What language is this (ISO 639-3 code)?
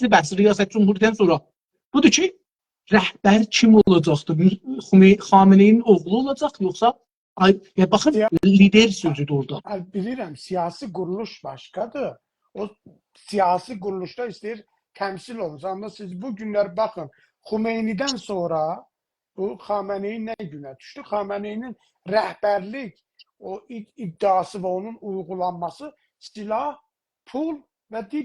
azb